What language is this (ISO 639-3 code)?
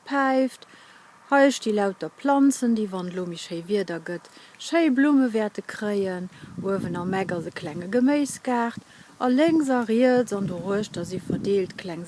ltz